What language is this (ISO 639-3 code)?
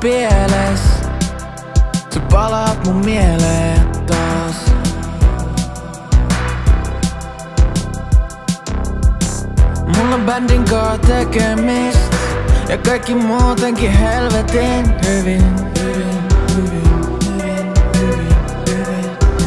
fin